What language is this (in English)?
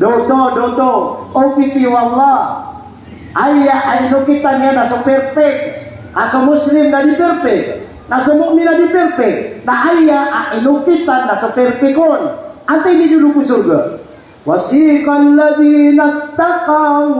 Maranao